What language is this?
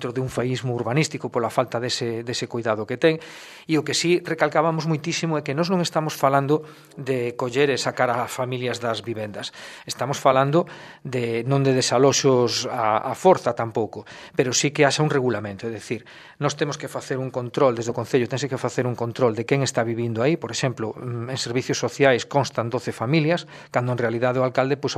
Galician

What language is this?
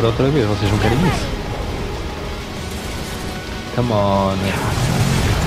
Portuguese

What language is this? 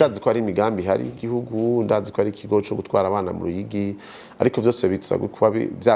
Rundi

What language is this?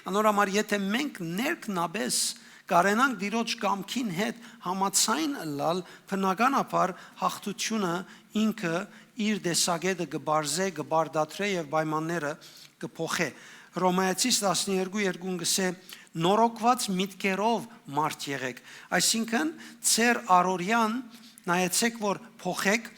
Western Armenian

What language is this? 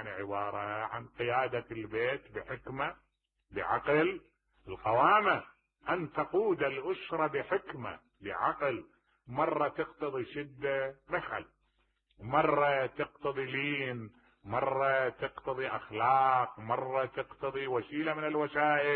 Mesopotamian Arabic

